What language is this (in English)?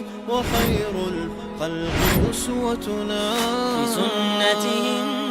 Chechen